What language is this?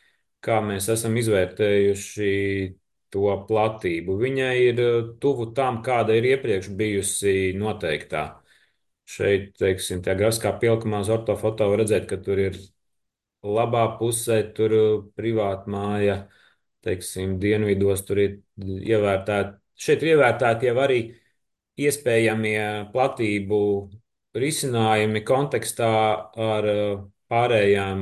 Latvian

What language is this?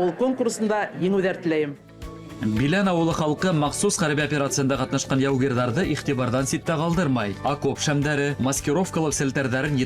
Bashkir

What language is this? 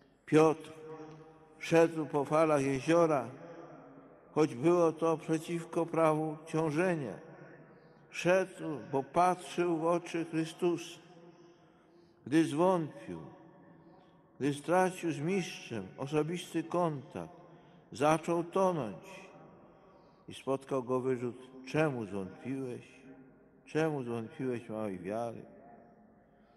Polish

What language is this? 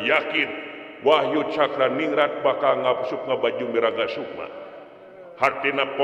Sundanese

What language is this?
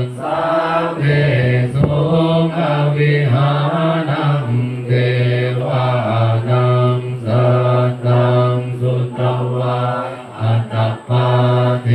Pali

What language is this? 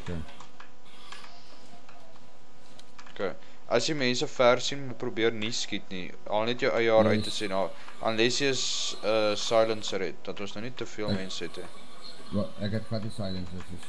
Afrikaans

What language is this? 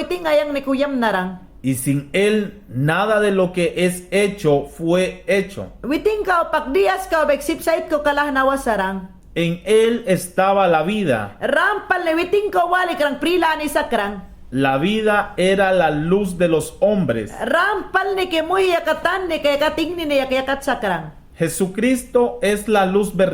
Mayangna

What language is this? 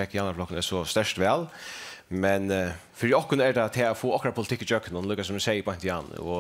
Faroese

